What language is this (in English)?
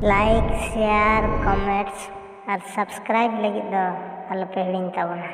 Santali